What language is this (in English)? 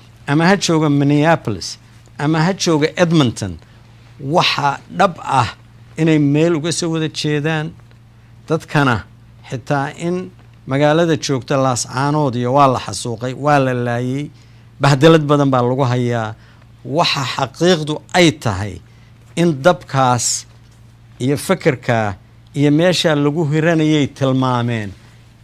Somali